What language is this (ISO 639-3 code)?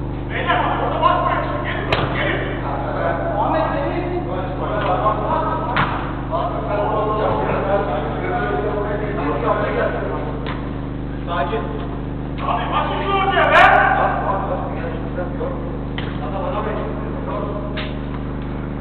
tur